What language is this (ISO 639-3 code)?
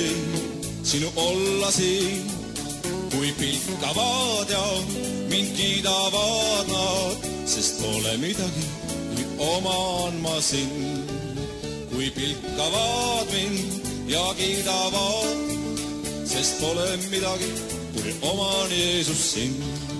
est